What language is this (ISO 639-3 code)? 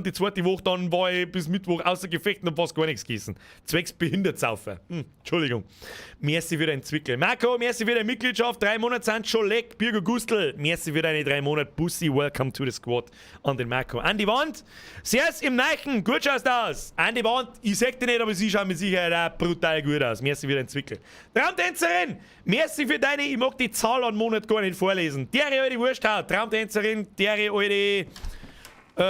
bar